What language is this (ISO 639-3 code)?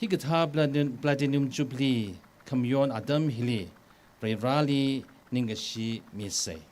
nmf